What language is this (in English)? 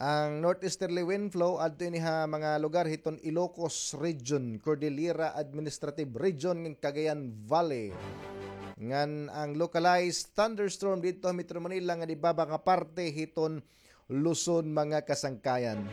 Waray